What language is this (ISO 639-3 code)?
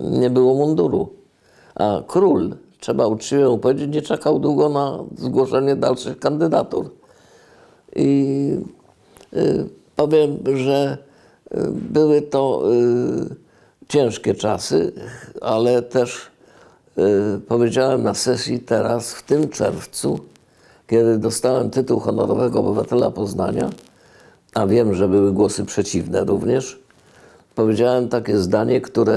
pol